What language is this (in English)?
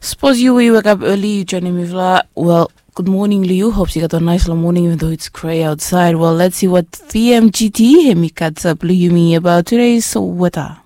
Bislama